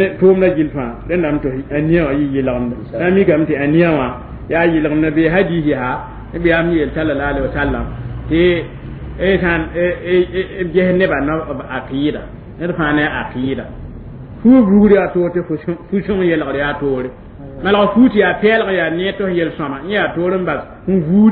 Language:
Mossi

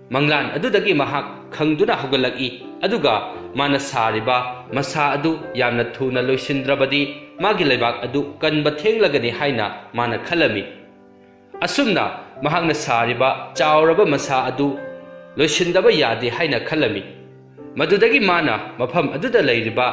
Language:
Manipuri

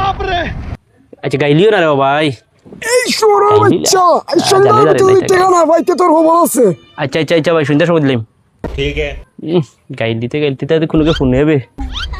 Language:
Sylheti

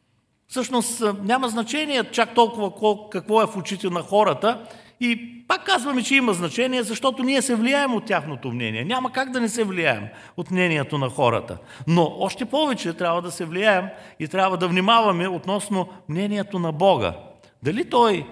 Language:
Bulgarian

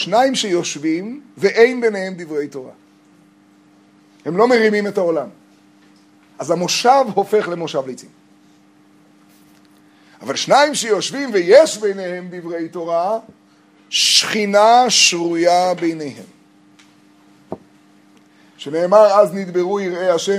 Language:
Hebrew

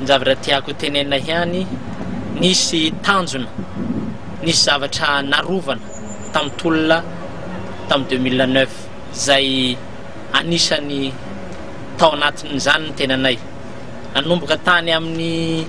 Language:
Malagasy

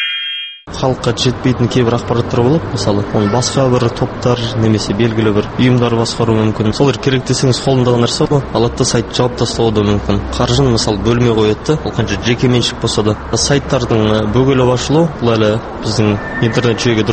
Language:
Kazakh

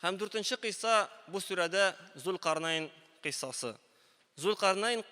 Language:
Tatar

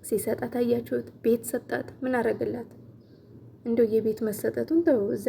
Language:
Amharic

